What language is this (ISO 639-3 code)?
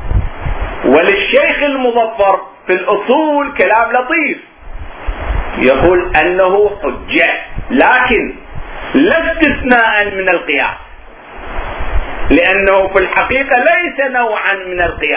ara